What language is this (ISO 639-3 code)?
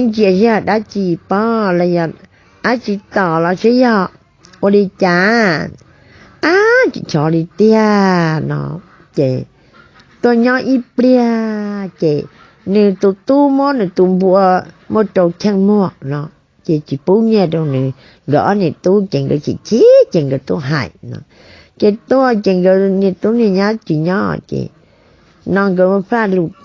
hmn